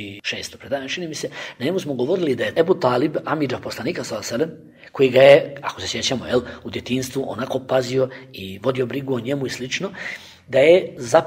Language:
Bosnian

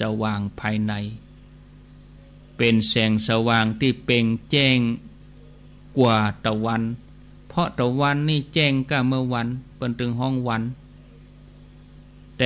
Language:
Thai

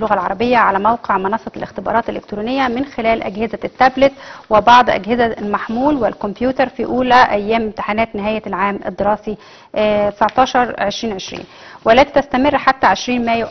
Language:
Arabic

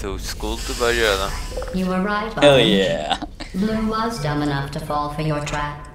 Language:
Faroese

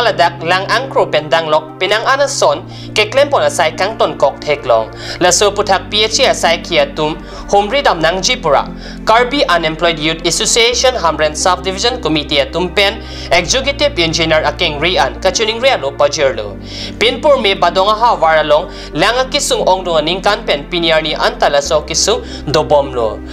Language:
Karbi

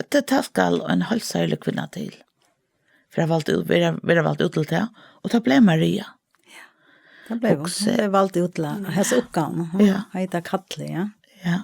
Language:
Faroese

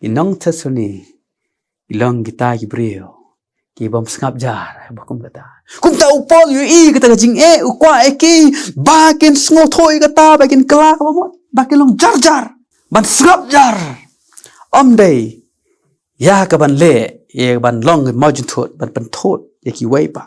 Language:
Khasi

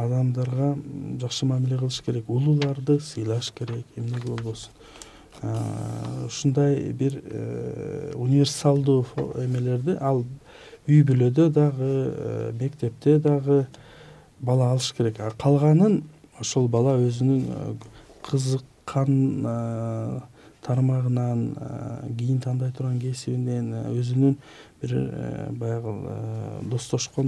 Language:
Kyrgyz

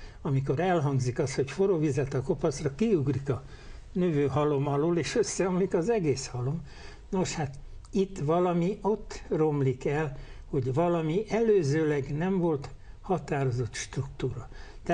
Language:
Hungarian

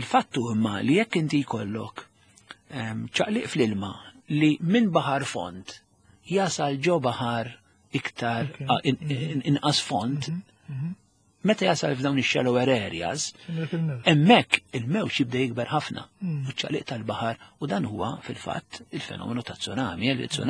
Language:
Maltese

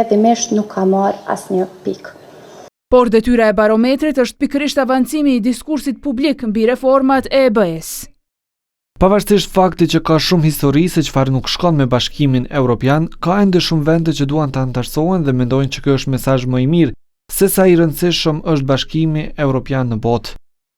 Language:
Albanian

